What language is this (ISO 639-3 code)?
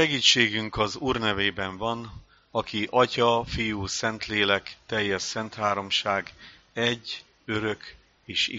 hun